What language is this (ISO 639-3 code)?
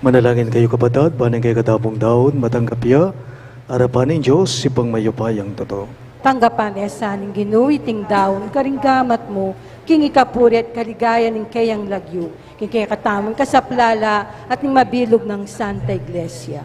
pam